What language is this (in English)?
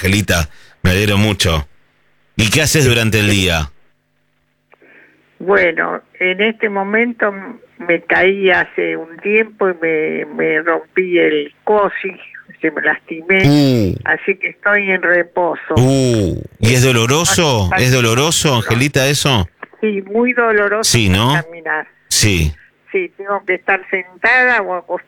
Spanish